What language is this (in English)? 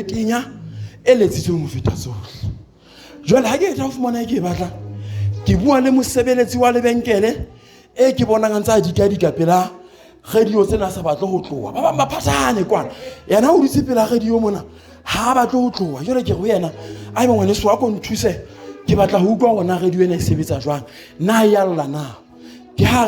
Southern Sotho